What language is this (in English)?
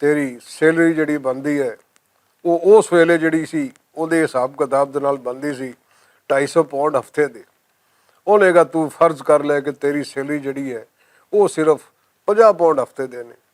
Western Panjabi